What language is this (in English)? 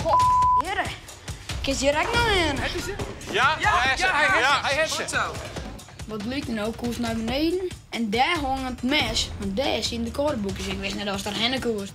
Western Frisian